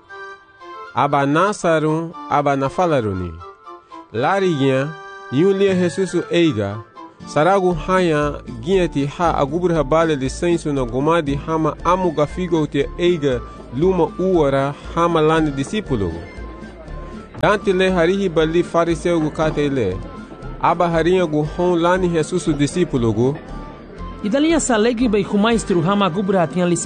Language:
Garifuna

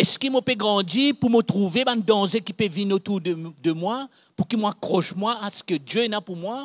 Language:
Morisyen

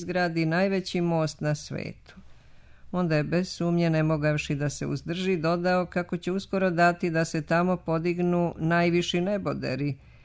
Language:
Serbian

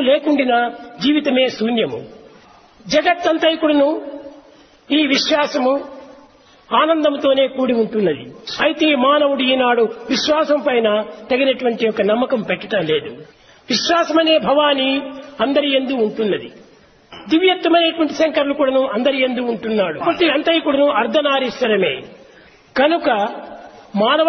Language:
Telugu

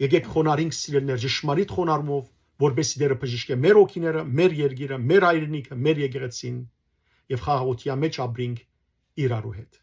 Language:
Western Armenian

